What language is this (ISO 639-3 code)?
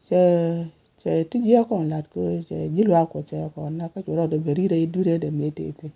nus